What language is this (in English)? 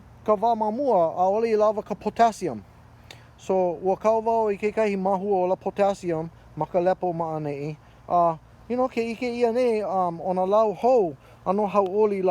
Hawaiian